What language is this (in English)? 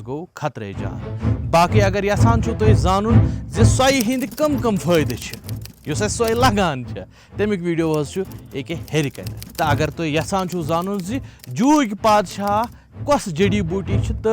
Kashmiri